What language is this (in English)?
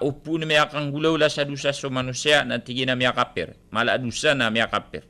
Maranao